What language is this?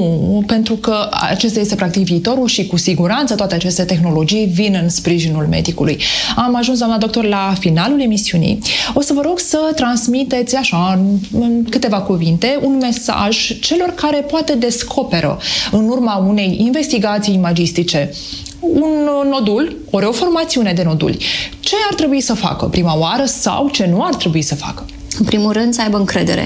Romanian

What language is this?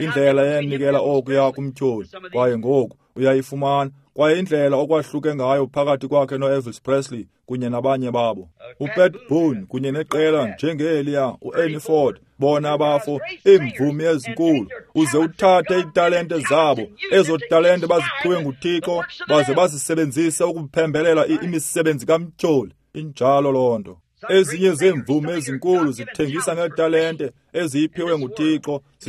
Xhosa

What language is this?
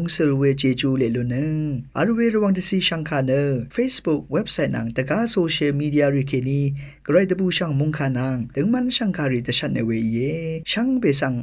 Rawang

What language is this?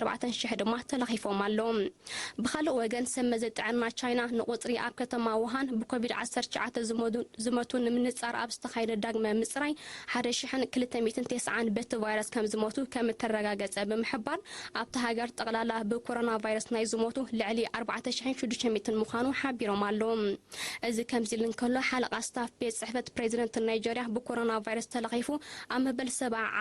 Tigrinya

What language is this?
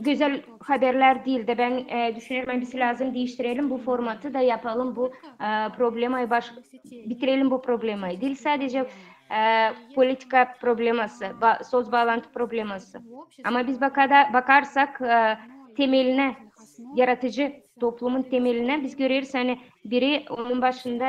Gagauz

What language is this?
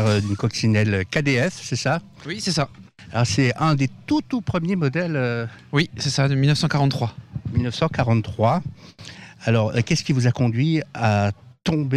French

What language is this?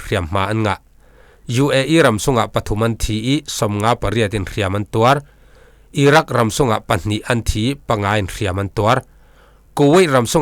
Falam Chin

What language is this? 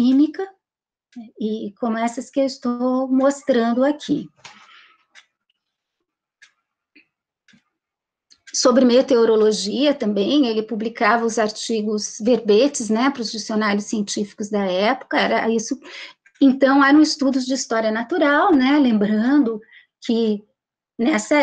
Portuguese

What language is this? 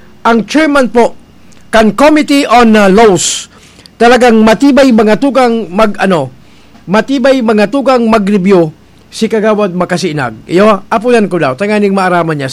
Bikol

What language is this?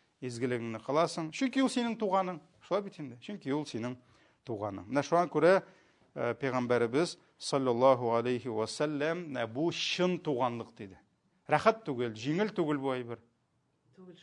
Tatar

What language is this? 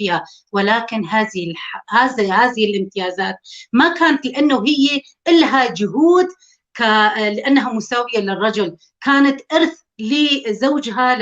North Levantine Arabic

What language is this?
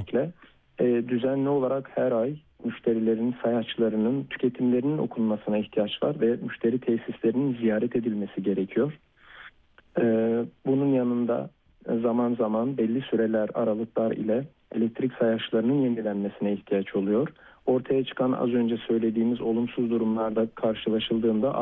Turkish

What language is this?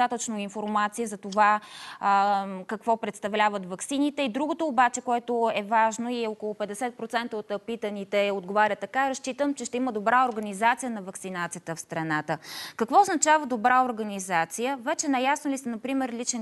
Bulgarian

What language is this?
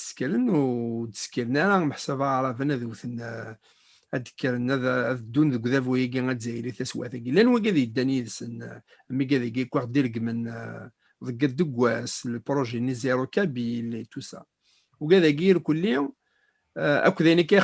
Kabyle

